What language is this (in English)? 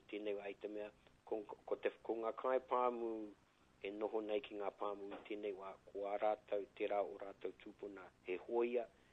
Māori